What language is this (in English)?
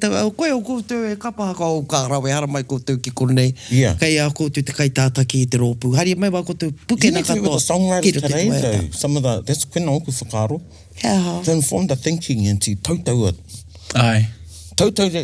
Māori